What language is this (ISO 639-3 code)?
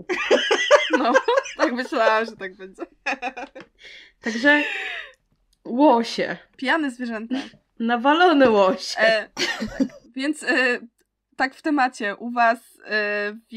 pol